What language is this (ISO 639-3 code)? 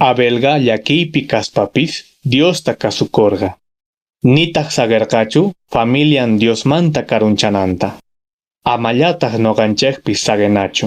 que